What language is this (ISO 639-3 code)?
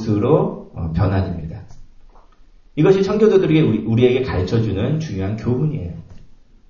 kor